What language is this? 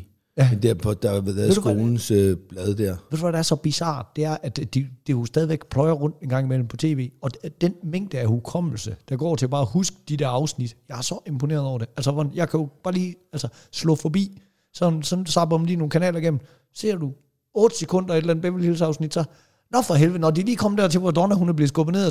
Danish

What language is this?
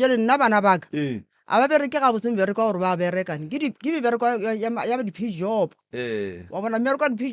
Northern Sotho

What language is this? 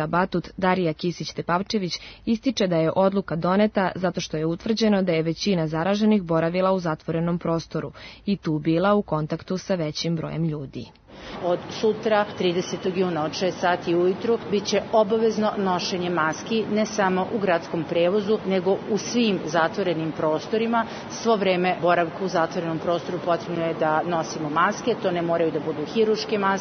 Serbian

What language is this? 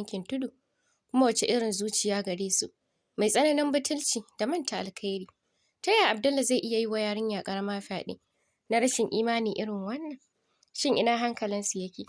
Hausa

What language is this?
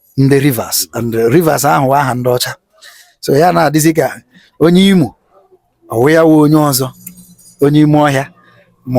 Igbo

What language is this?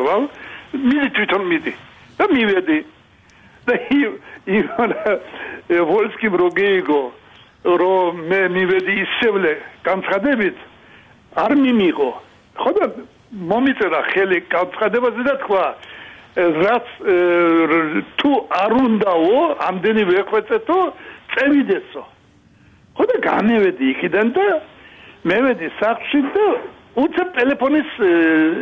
Georgian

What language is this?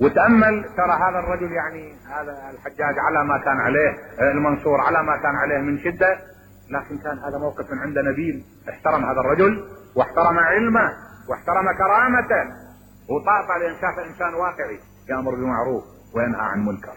Mesopotamian Arabic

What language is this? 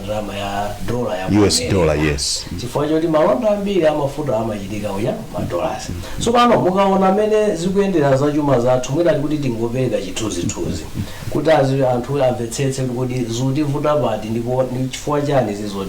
Nyanja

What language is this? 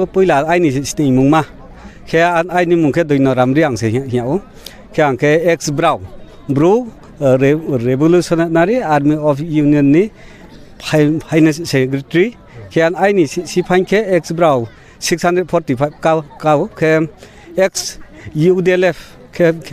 Riang (India)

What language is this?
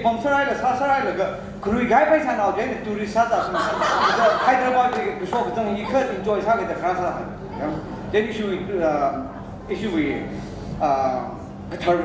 Tangkhul Naga (India)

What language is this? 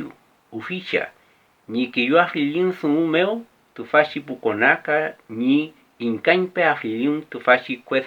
Mapuche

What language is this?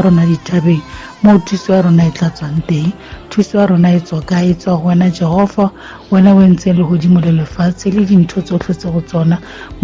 Tswana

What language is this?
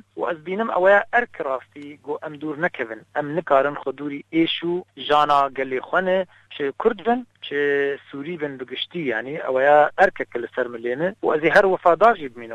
Kurdish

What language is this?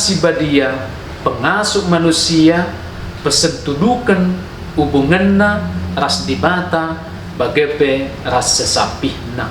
Batak Karo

